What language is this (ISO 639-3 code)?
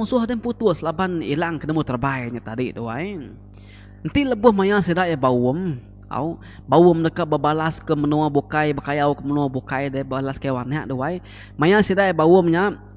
iba